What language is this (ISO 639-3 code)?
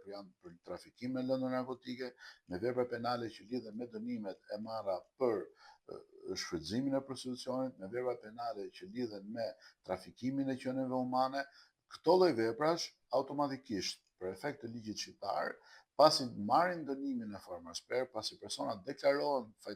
sqi